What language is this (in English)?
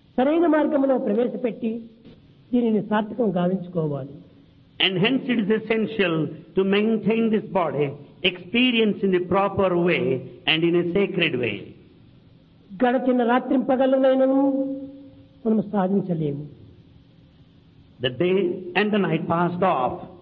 Telugu